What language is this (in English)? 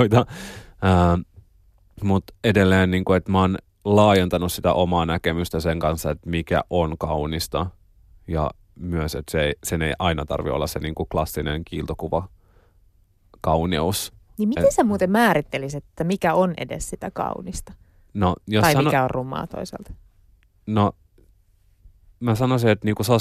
Finnish